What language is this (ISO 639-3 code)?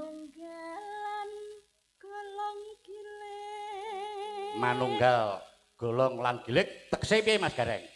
jav